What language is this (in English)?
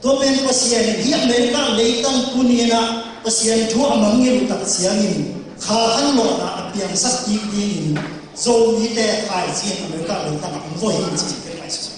Tedim Chin